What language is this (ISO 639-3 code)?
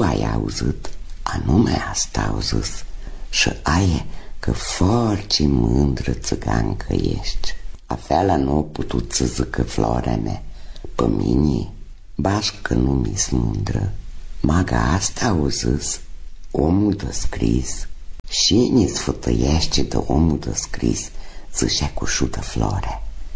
ron